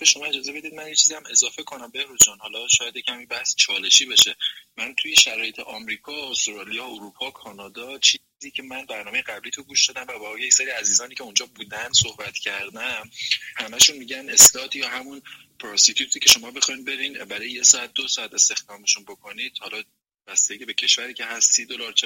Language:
Persian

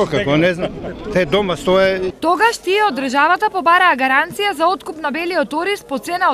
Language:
Macedonian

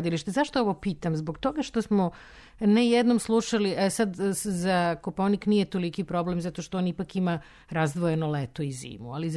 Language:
Serbian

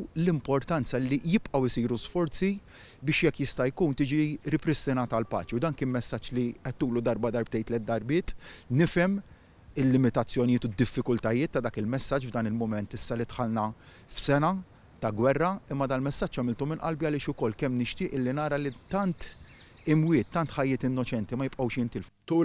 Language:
Maltese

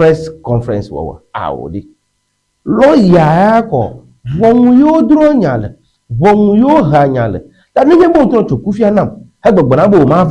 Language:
Ewe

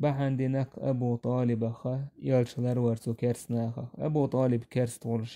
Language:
Chechen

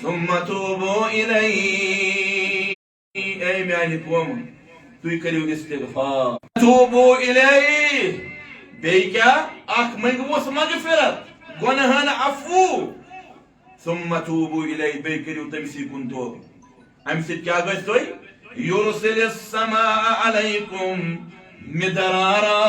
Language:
Kashmiri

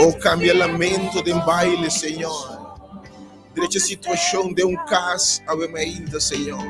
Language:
Papiamento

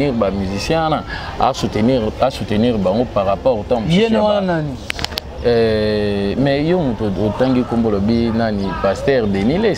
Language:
Lingala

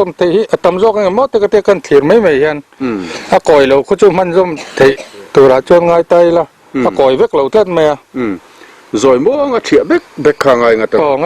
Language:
Mizo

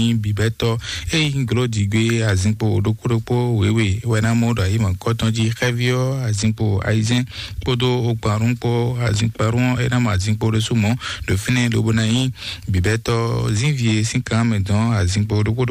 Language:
Fon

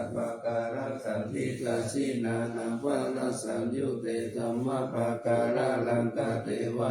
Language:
Pali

